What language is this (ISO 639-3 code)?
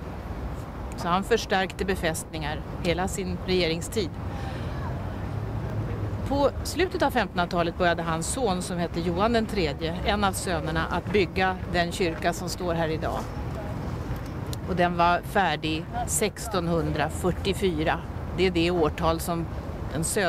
swe